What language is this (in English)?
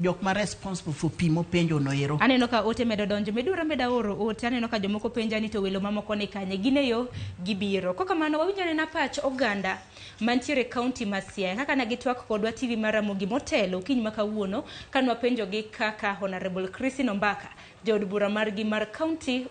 Luo (Kenya and Tanzania)